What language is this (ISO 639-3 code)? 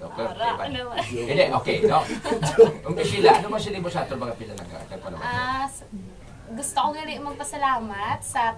hil